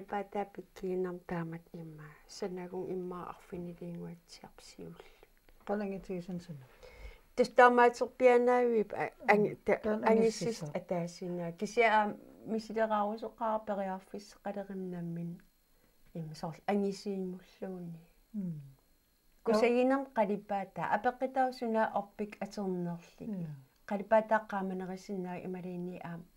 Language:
Kalaallisut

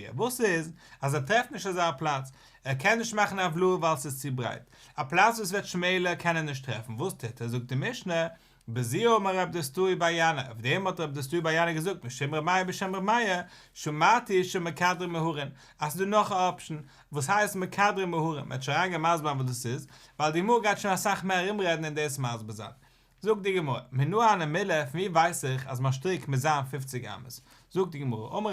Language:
Yiddish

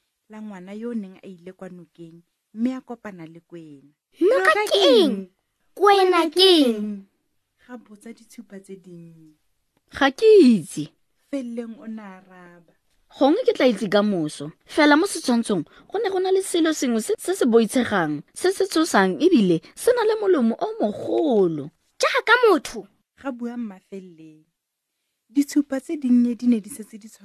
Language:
Tswana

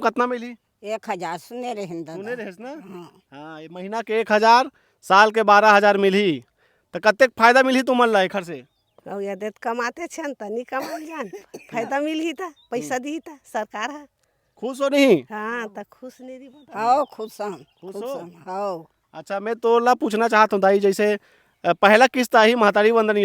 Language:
Chhattisgarhi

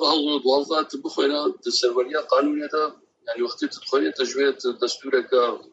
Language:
Kurdish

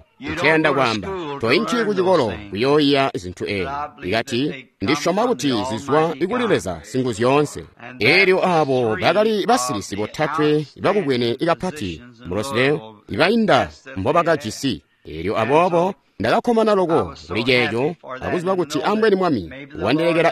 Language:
Tonga (Zambia)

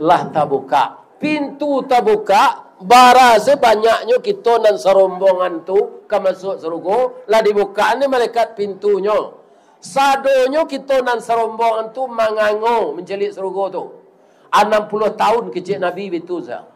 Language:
Minangkabau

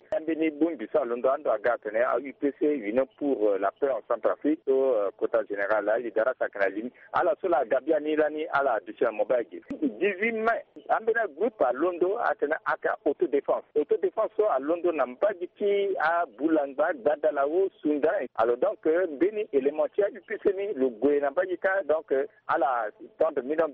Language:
Sango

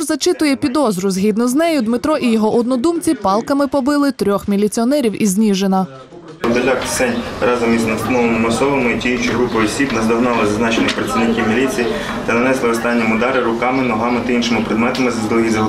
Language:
Ukrainian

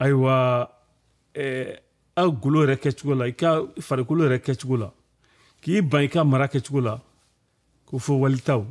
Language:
Bambara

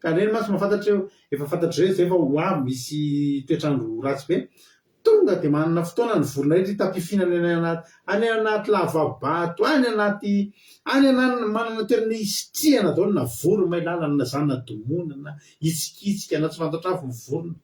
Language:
Malagasy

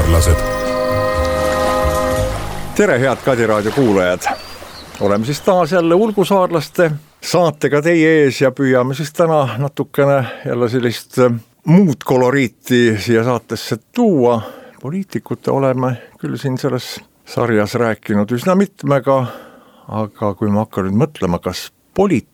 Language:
Estonian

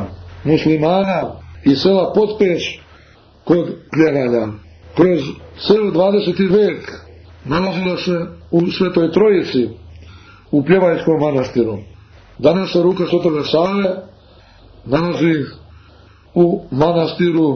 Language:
Serbian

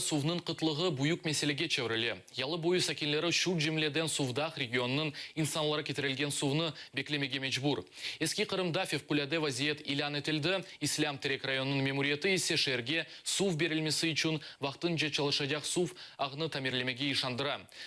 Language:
Crimean Tatar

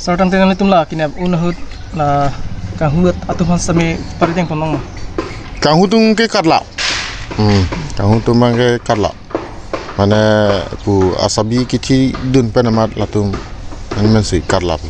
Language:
Karbi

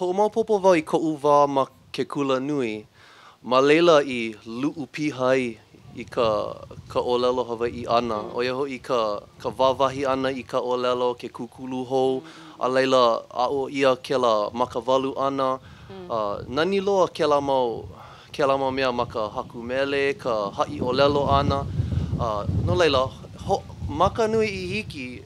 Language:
Hawaiian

